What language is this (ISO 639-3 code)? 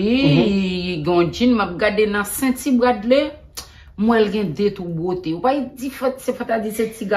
hat